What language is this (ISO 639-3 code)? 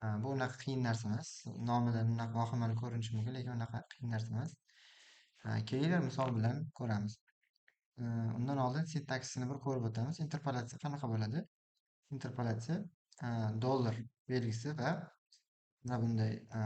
uzb